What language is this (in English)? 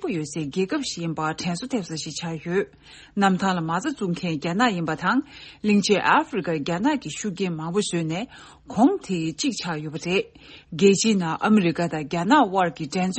Tibetan